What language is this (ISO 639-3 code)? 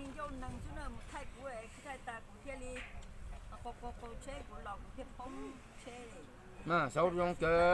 hmn